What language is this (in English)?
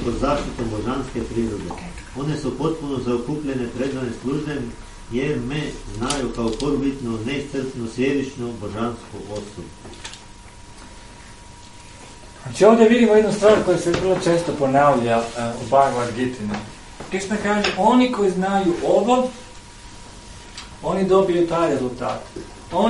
Croatian